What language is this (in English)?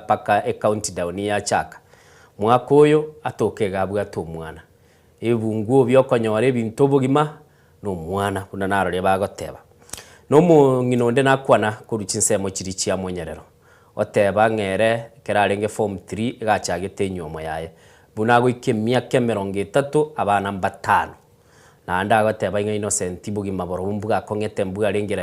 Gusii